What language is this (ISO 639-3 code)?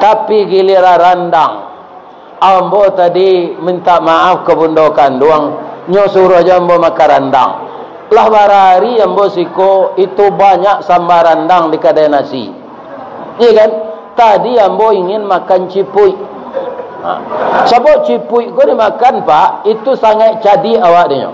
min